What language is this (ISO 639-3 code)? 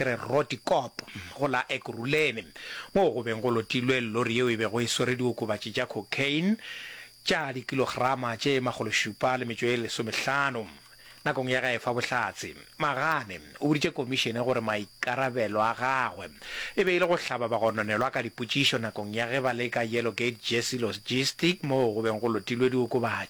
nso